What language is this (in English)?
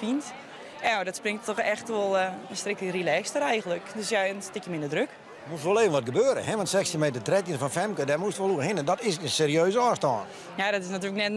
Western Frisian